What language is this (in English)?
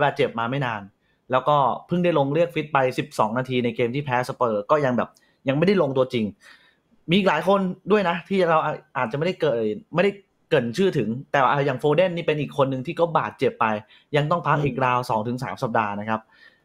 Thai